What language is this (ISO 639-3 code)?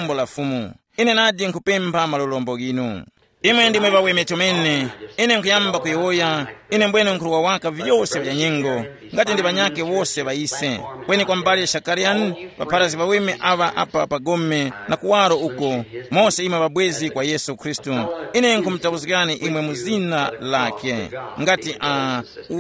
tum